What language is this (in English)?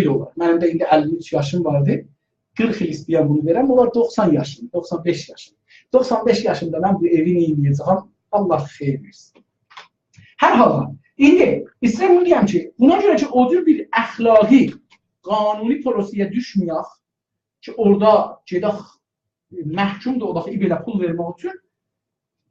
South Azerbaijani